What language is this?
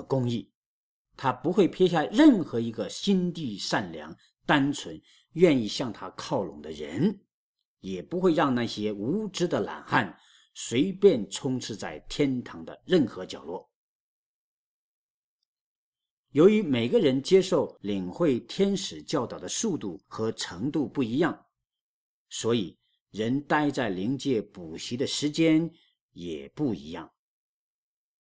Chinese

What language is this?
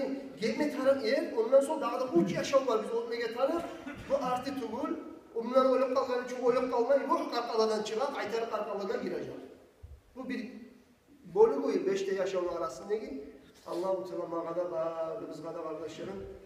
Kumyk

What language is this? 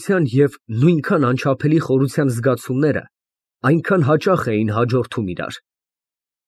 Armenian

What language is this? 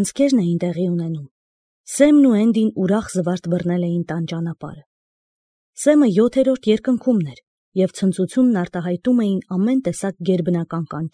Armenian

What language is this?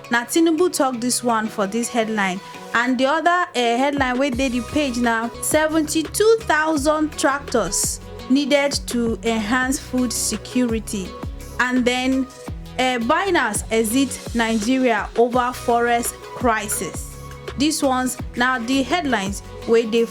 Nigerian Pidgin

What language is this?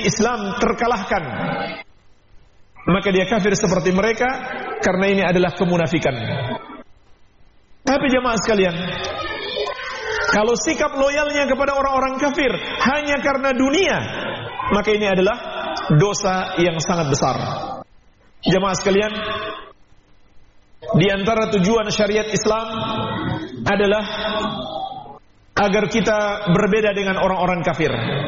Indonesian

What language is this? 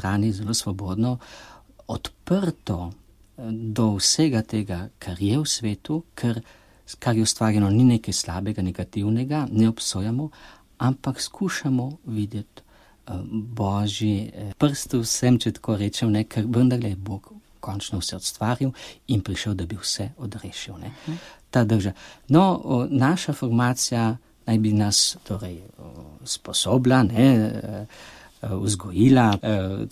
Slovenian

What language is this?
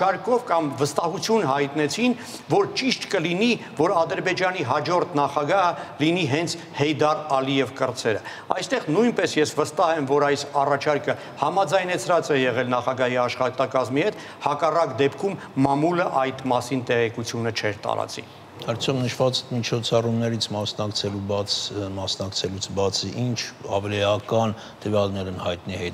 Armenian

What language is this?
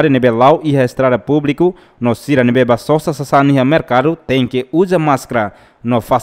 Tetum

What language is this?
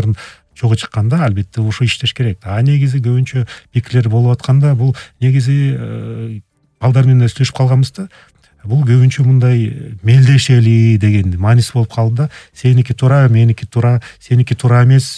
Kyrgyz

